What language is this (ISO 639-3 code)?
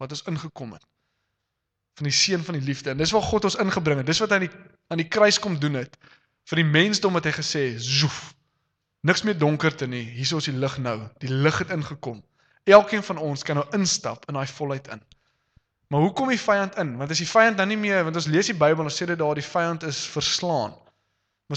afr